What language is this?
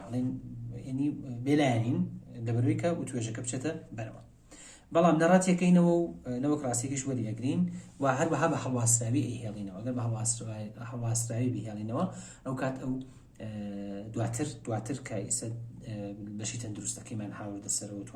Central Kurdish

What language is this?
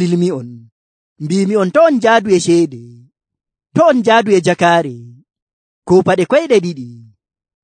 Nigerian Fulfulde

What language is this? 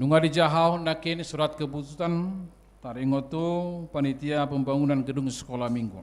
Batak Toba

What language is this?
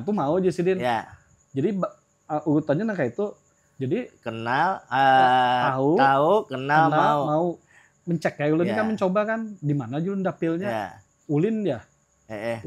Banjar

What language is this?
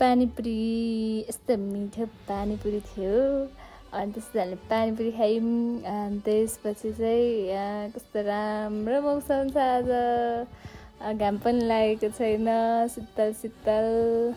Nepali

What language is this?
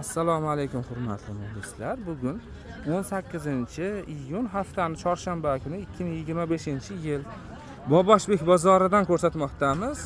Uzbek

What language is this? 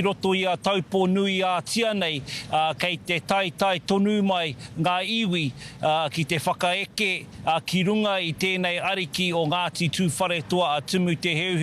Māori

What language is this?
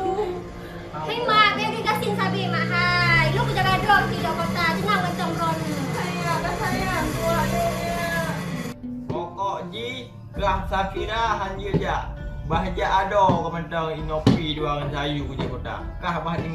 Achinese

